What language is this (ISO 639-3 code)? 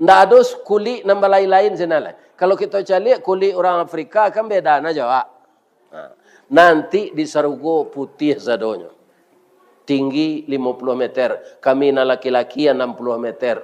min